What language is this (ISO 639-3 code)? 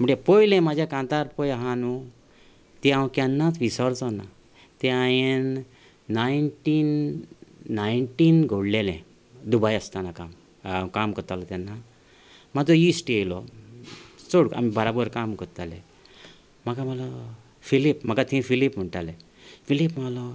kok